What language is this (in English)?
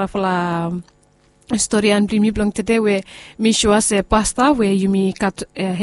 Bislama